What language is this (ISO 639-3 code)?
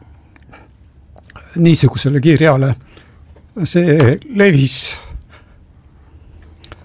est